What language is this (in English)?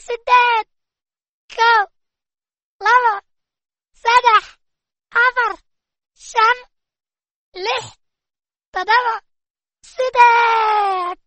Somali